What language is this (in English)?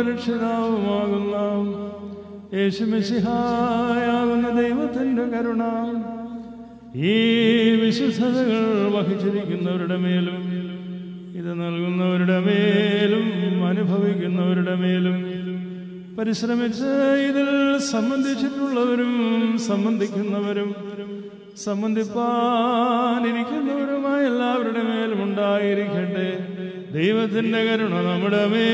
Malayalam